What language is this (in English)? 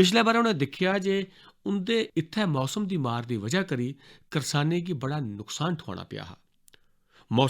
Dogri